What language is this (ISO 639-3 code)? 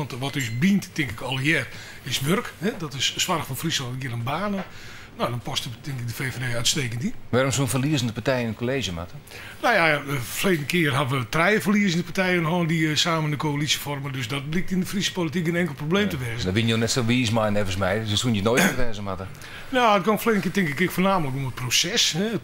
fry